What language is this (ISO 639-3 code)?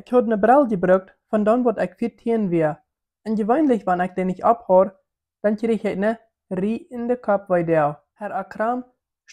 pdt